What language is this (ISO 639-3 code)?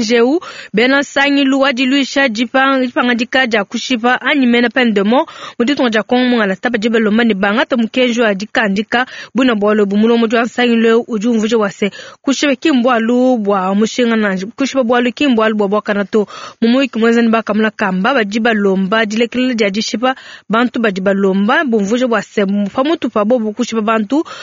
lua